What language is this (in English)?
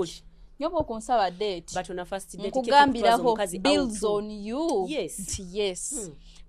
Nyoro